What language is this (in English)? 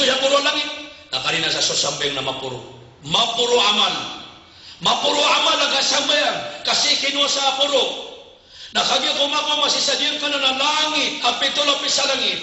Maranao